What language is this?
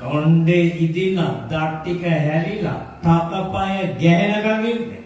Sinhala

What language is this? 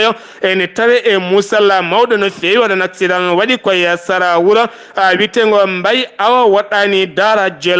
Fula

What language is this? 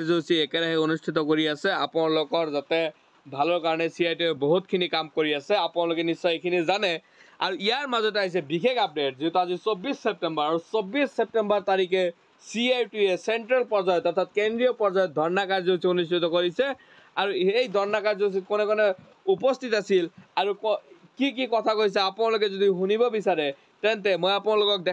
Assamese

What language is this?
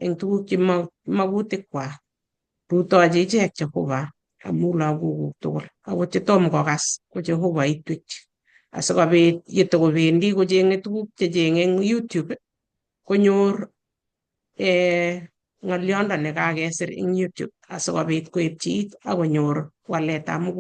Kalenjin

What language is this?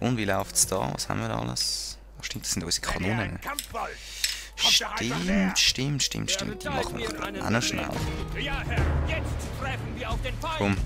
Swiss German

